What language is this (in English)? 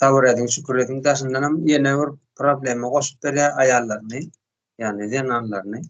Turkmen